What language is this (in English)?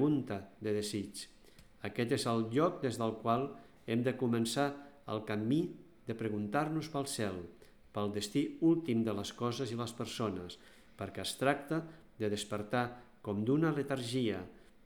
Catalan